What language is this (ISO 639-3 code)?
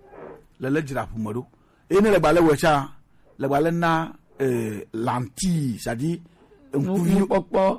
gej